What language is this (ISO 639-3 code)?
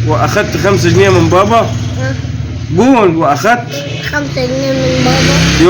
arz